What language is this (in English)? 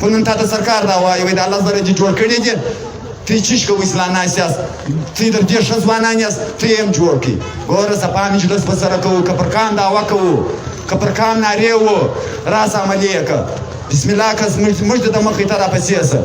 Pashto